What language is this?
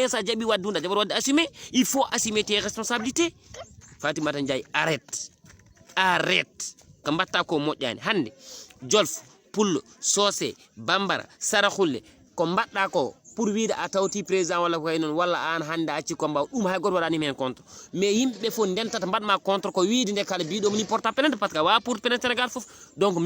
Fula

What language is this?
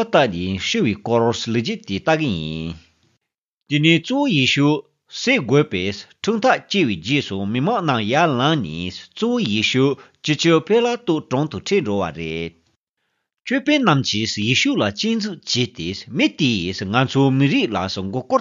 Tibetan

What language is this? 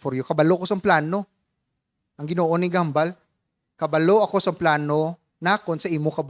Hiligaynon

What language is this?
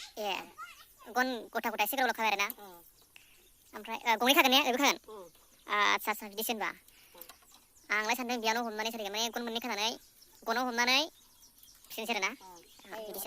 Bodo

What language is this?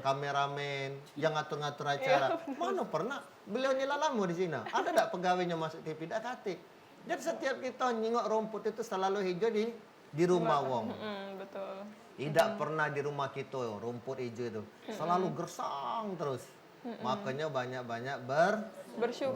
Musi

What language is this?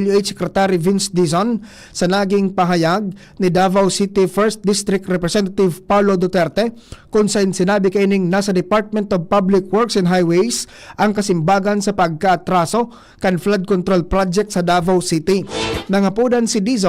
Bikol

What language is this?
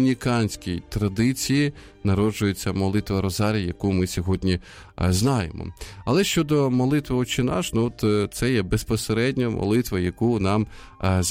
Ukrainian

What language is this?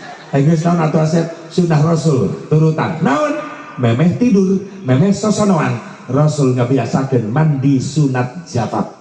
Sundanese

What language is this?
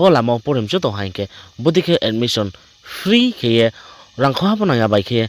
Riang (India)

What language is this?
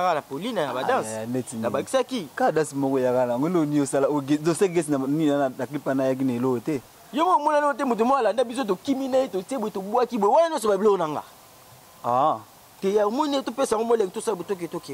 Lingala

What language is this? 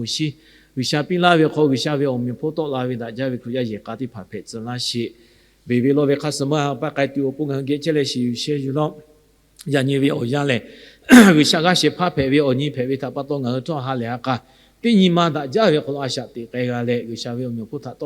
Lahu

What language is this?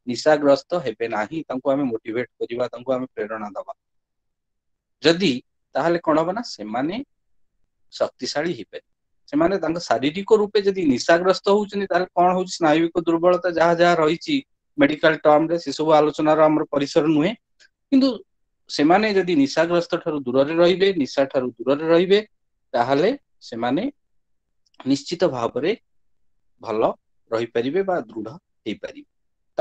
Odia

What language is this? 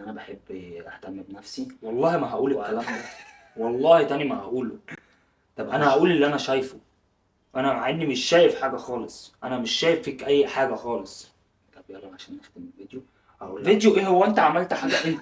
Egyptian Arabic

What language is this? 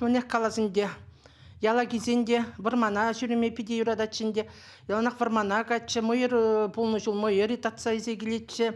Chuvash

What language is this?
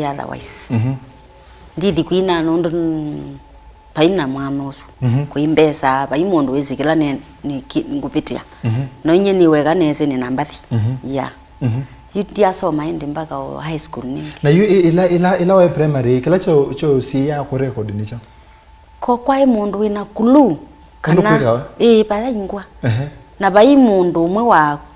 Kamba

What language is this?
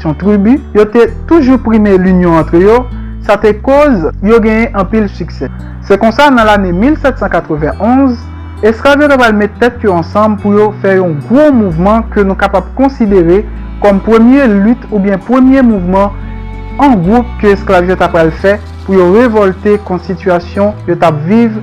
Haitian Creole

